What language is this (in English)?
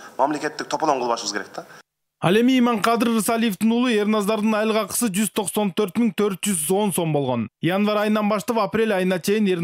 Kyrgyz